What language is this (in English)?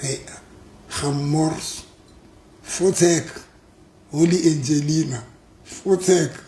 Southern Sotho